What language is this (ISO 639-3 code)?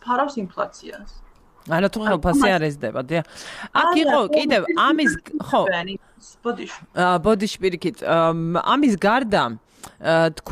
kat